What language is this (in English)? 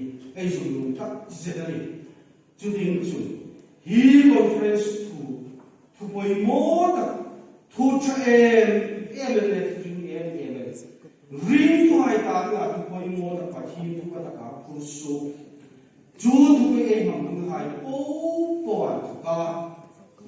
Hmar